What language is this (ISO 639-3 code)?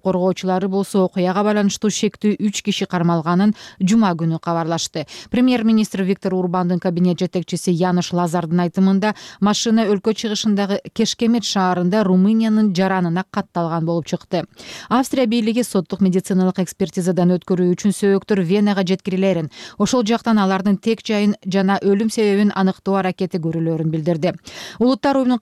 kir